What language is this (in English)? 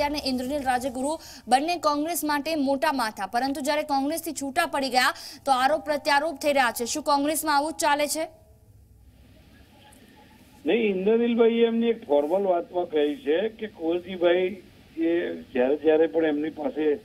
Gujarati